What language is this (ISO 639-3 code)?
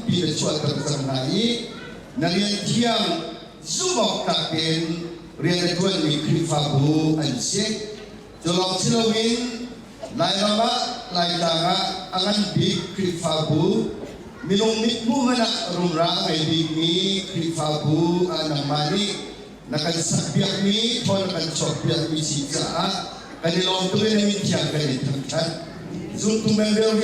cnh